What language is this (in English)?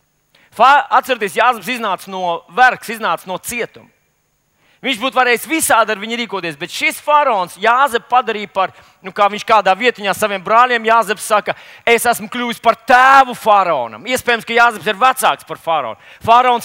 Latvian